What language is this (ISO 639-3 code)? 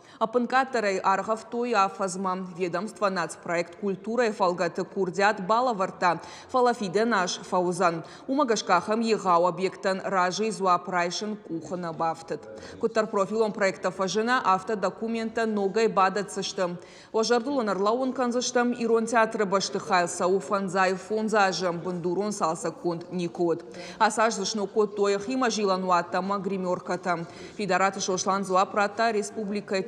oss